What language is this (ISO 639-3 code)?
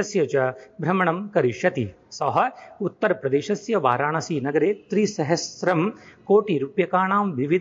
san